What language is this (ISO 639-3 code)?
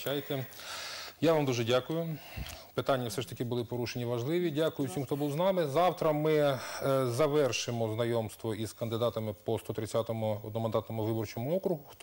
ukr